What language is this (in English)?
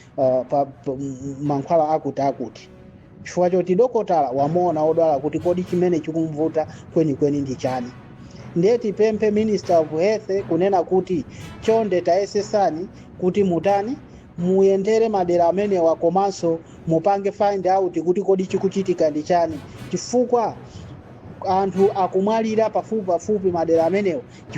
Nyanja